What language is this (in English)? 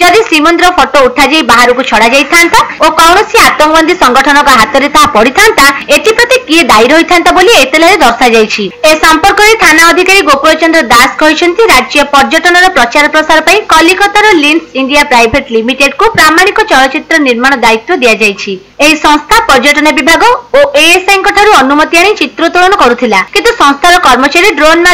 Odia